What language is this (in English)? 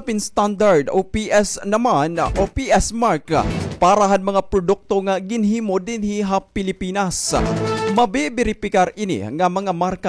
Waray